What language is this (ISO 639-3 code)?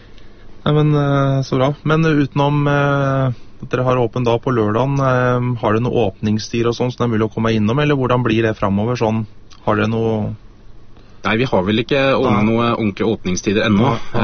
nor